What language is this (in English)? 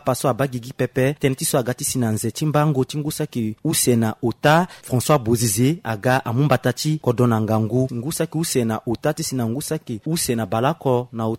Sango